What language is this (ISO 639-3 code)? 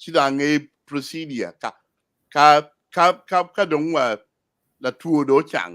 ach